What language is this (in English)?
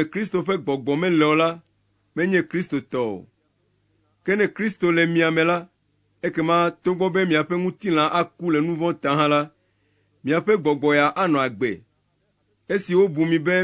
Ewe